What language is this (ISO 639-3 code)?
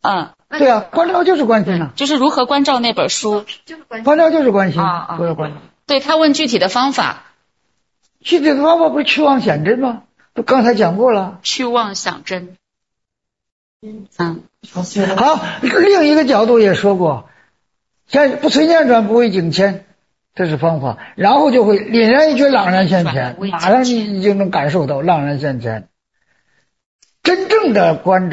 zho